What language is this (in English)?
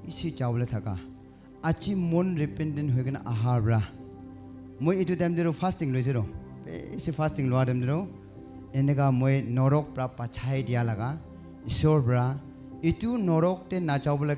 Naga Pidgin